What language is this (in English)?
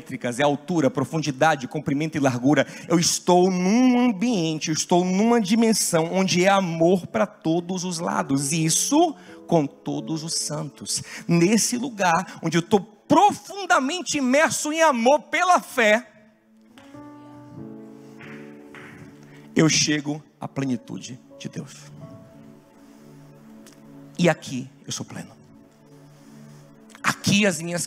Portuguese